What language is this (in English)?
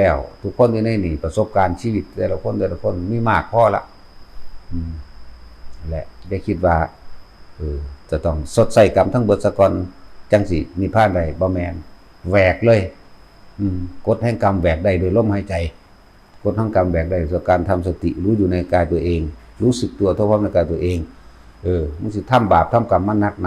Northeastern Thai